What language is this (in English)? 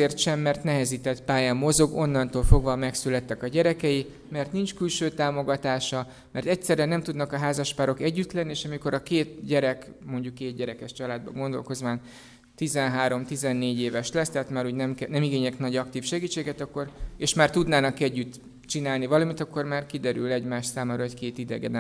Hungarian